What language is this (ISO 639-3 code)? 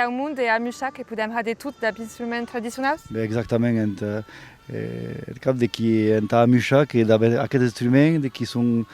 oci